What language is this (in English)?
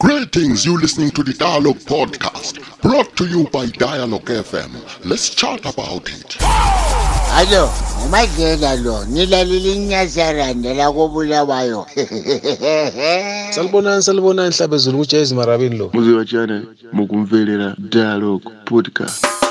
North Ndebele